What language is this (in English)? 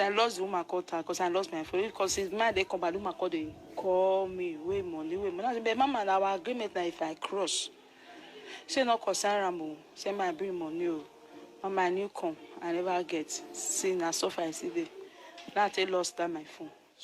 Nigerian Pidgin